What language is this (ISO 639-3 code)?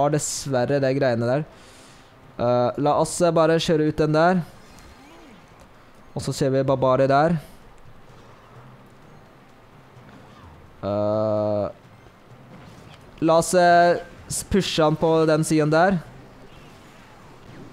nor